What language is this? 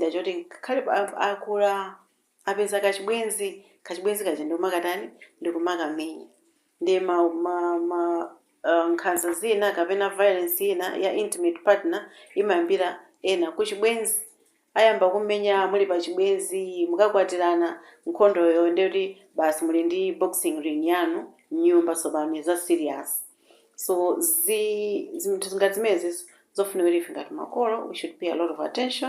Nyanja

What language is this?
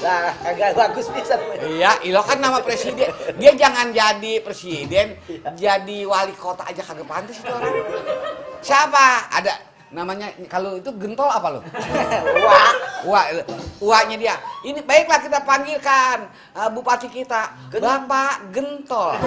Betawi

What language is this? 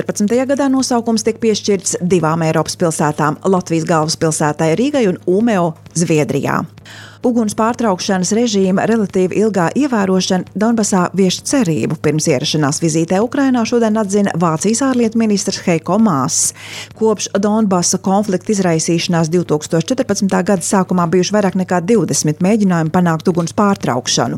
Latvian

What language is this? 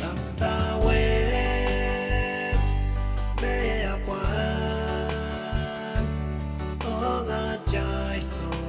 Pohnpeian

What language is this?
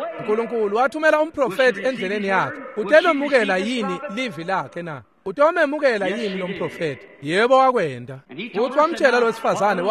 Swati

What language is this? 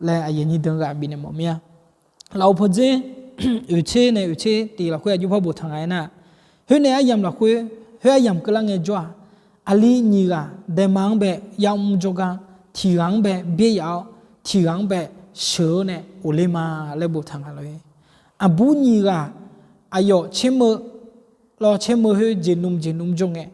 Akha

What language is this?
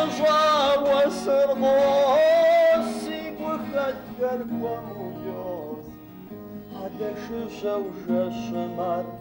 Kabardian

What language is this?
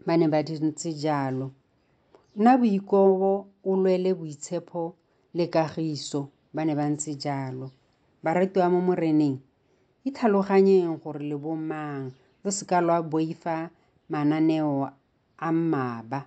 Tswana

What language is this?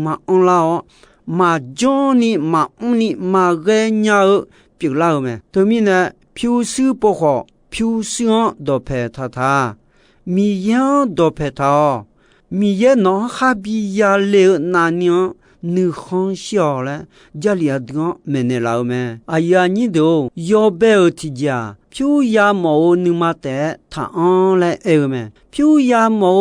Akha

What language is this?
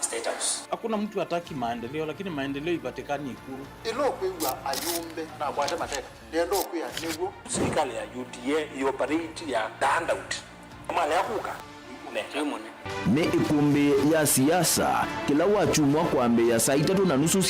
Kamba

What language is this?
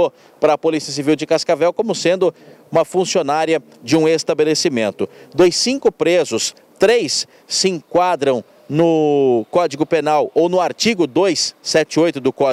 Portuguese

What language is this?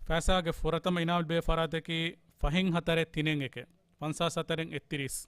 Divehi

